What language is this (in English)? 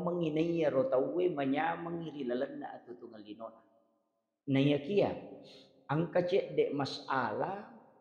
Buginese